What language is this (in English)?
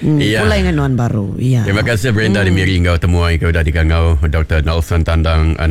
Iban